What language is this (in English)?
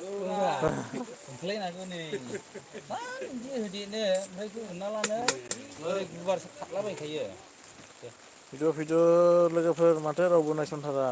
Bodo